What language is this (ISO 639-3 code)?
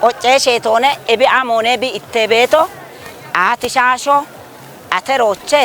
kbr